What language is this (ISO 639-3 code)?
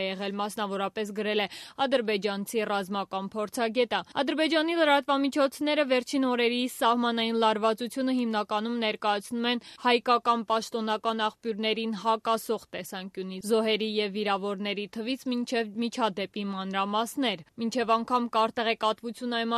hye